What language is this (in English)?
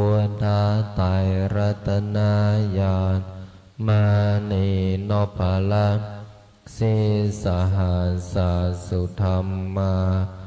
Pali